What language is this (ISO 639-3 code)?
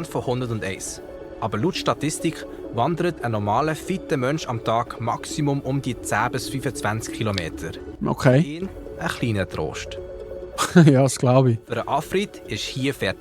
gsw